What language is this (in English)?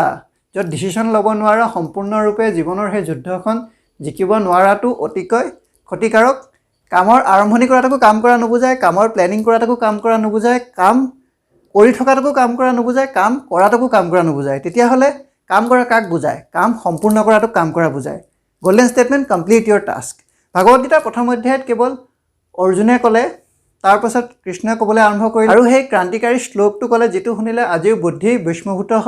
Assamese